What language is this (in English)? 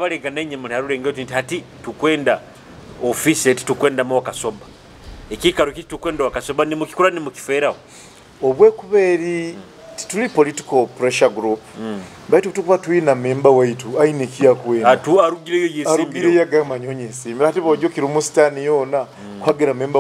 Nyoro